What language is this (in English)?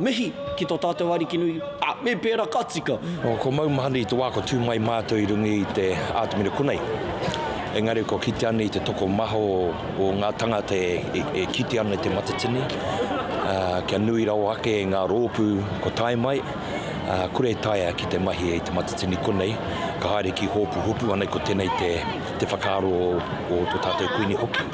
Māori